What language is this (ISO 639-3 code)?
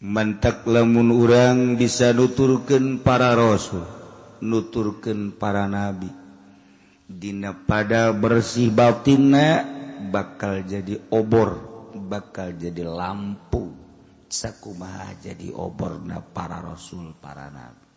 sun